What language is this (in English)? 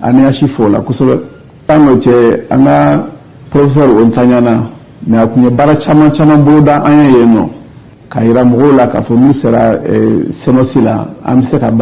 Bambara